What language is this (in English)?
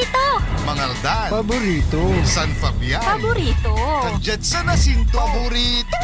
Pangasinan